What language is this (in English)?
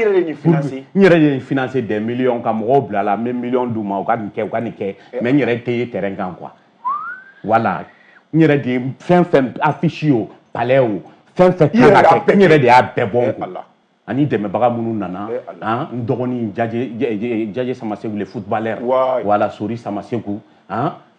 Bambara